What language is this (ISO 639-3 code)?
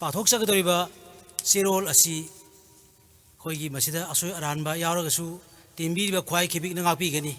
mni